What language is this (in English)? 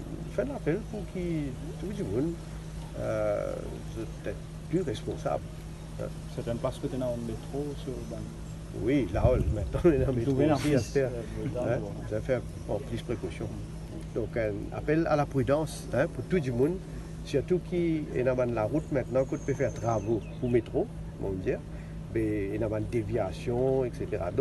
Morisyen